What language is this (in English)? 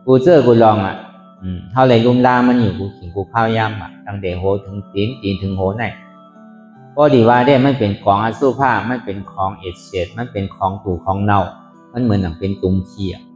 Shan